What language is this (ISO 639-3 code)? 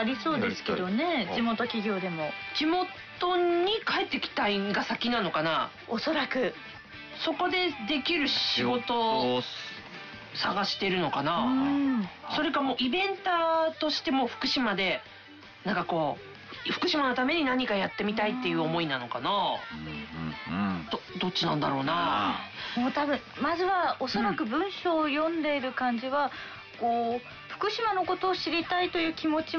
jpn